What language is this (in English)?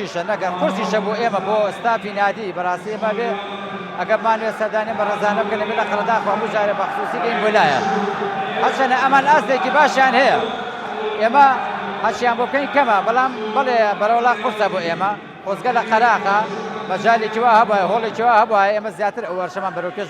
Central Kurdish